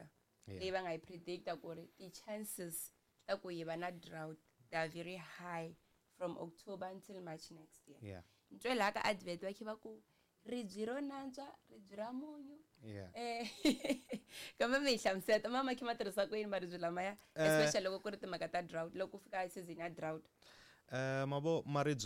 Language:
Tsonga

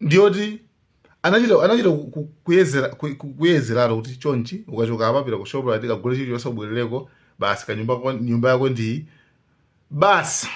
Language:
Nyanja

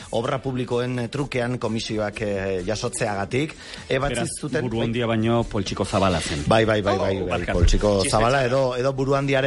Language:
Basque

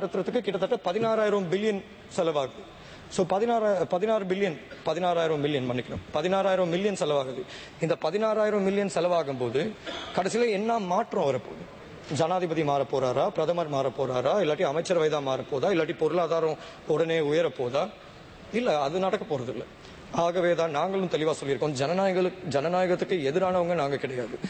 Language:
Tamil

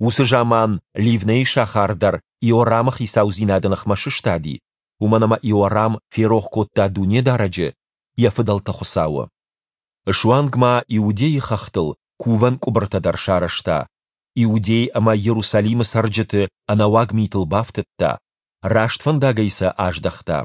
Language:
Ossetic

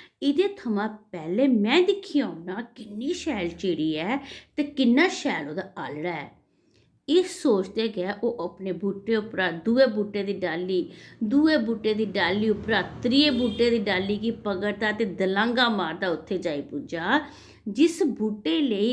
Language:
Dogri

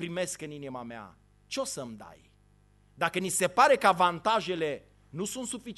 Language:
Romanian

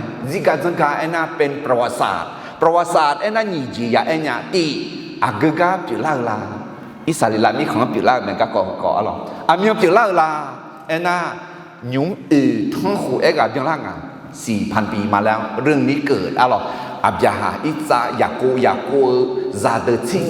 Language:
Akha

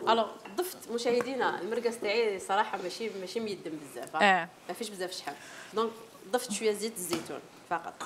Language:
Algerian Arabic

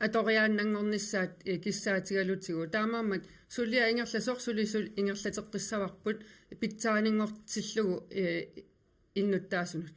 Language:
Kalaallisut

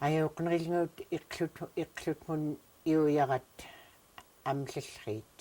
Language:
Central Yupik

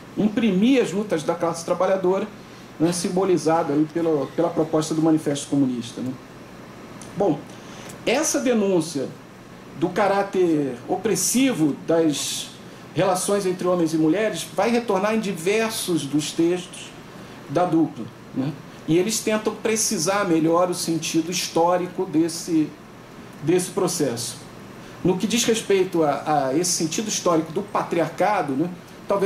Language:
Portuguese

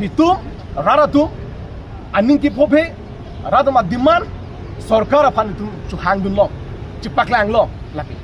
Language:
Karbi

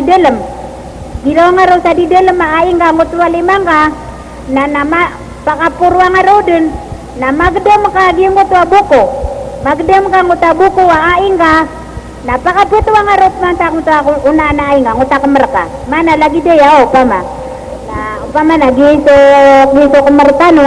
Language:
Maranao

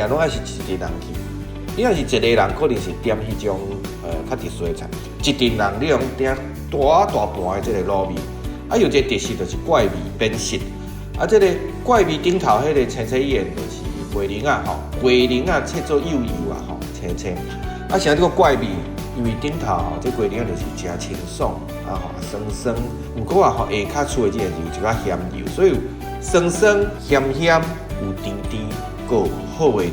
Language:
Min Nan Chinese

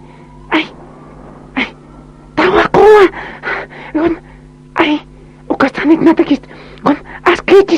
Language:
Aymara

